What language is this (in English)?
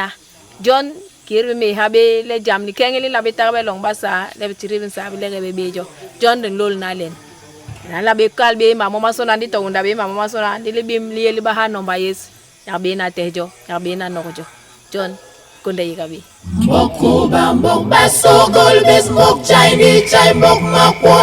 Basaa